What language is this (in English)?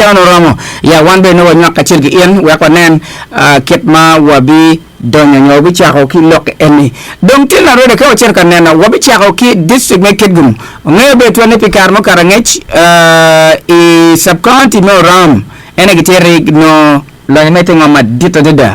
Acoli